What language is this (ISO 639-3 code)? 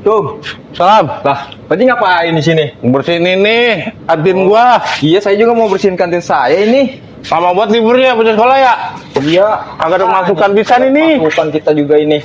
bew